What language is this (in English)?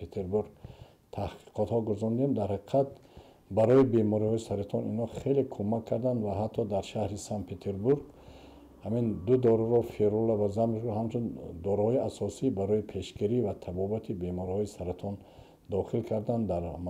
Tajik